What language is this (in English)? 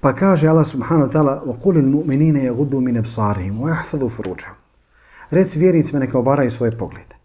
Bosnian